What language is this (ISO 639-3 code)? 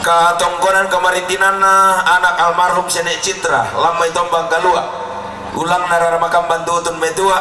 sda